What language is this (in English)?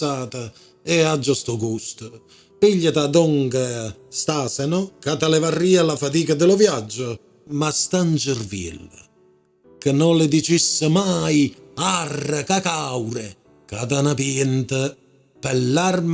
Neapolitan